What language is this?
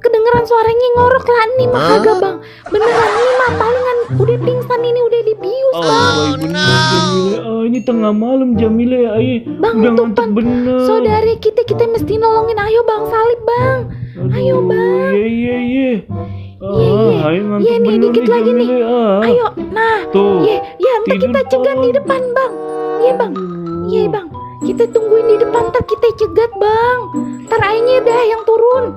Betawi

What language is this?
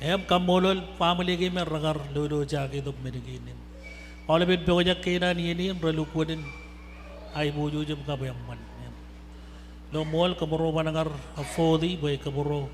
Marshallese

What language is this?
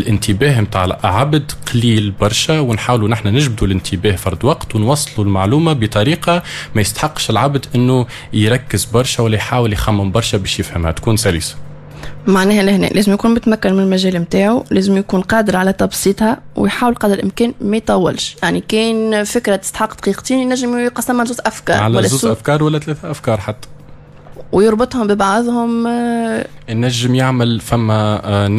Tunisian Arabic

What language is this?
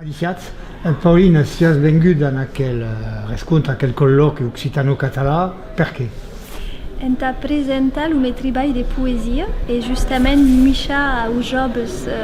Occitan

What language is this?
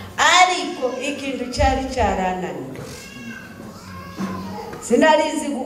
Kinyarwanda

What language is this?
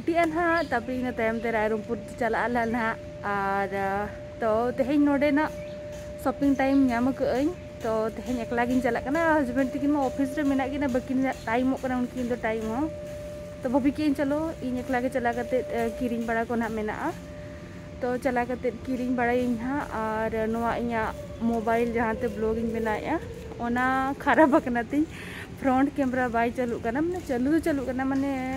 Santali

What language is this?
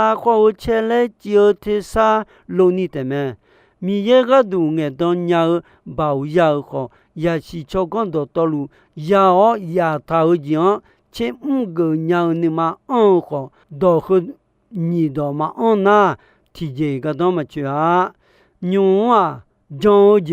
Akha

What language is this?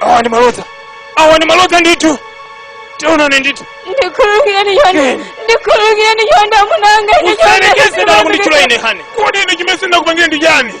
Nyanja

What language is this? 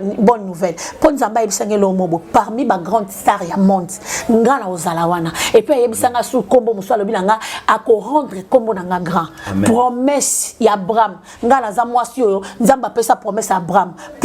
Lingala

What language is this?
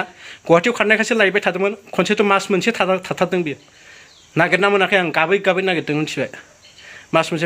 Bodo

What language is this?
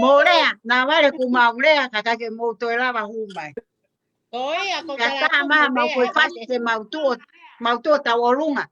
Tongan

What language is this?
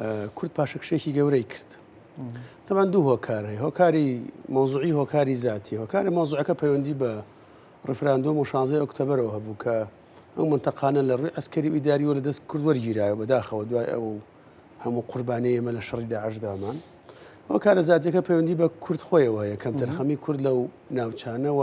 Central Kurdish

